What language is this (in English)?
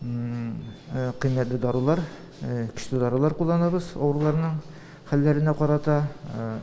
Tatar